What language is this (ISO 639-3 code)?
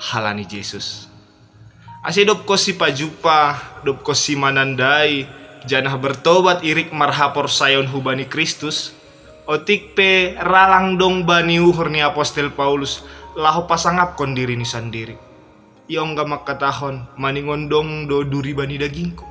bts